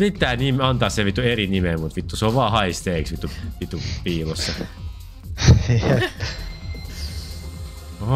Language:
Finnish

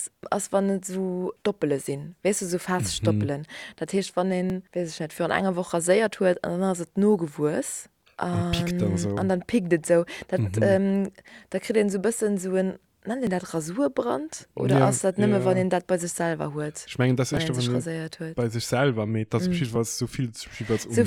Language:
Luxembourgish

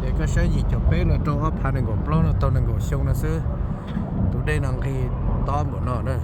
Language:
Hmong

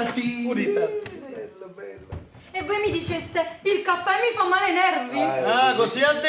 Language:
Neapolitan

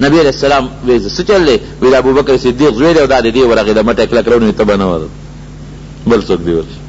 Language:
Pashto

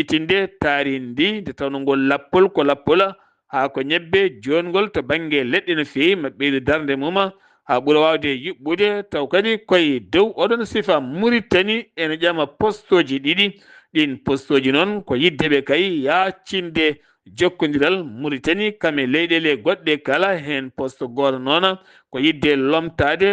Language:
Fula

